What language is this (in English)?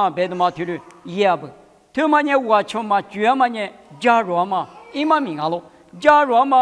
Lisu